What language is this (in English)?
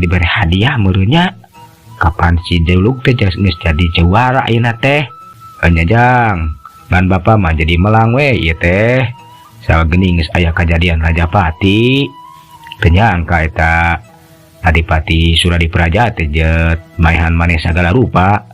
Sundanese